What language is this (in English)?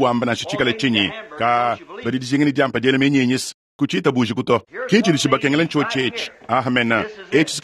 Luba-Lulua